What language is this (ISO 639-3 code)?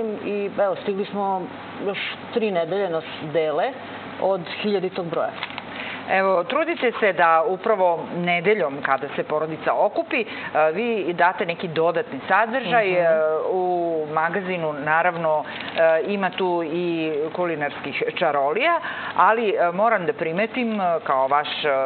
srp